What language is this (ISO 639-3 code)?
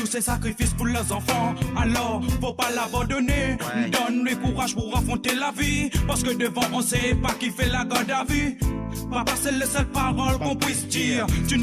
mfe